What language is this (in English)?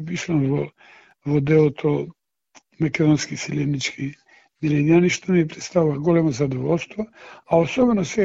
Macedonian